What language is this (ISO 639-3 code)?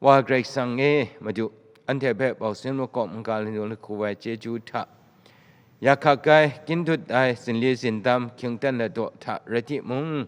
kac